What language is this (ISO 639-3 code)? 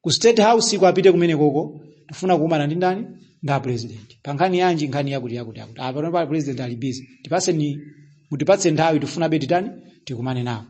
nya